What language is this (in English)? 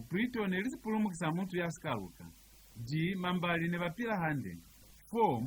Lozi